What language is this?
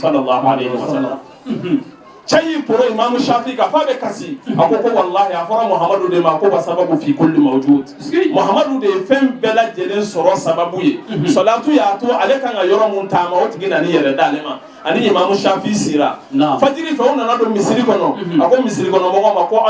Bambara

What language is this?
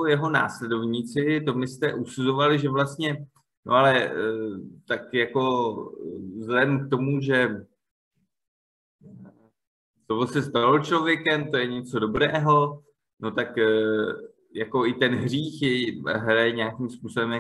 Czech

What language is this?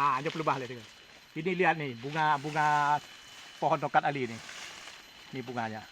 Achinese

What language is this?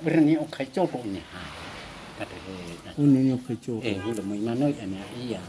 Nias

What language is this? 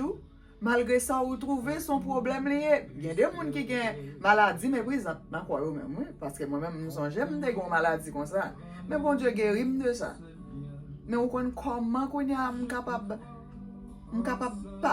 Haitian Creole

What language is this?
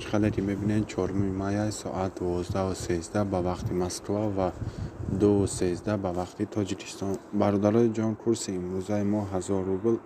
Tajik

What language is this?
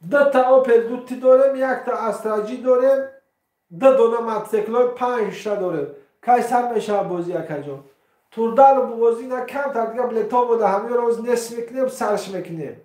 Tajik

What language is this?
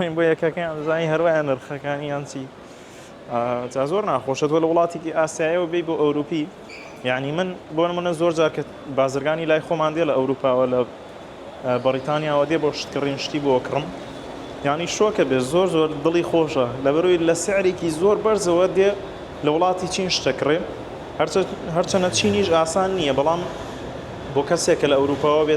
Central Kurdish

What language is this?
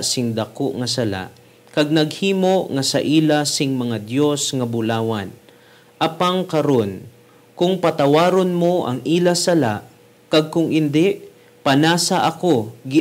Hiligaynon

